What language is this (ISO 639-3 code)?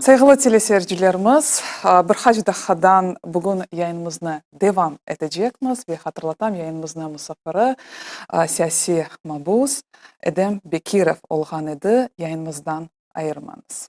crh